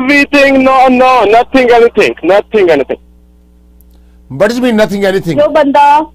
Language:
Punjabi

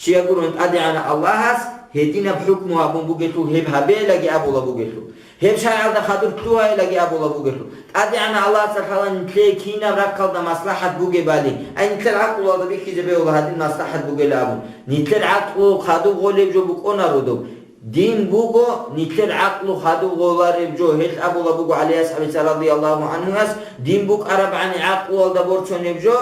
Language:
Avaric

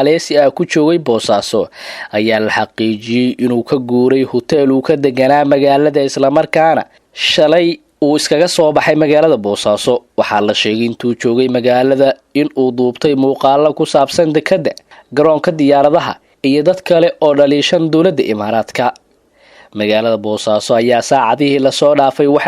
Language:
Somali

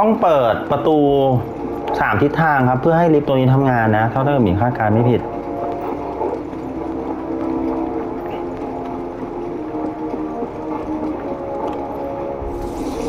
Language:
Thai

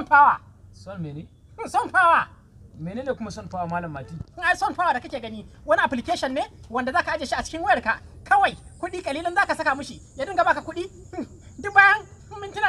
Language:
Hausa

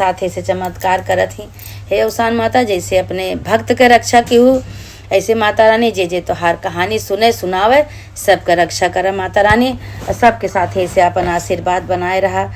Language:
Awadhi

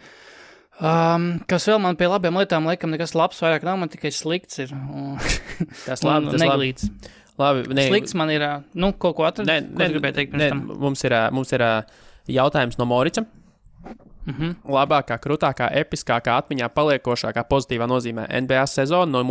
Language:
Latvian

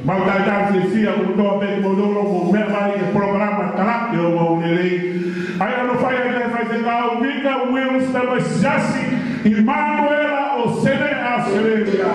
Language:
Tongan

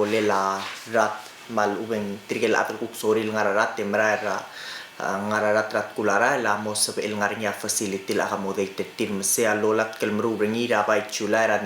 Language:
Palauan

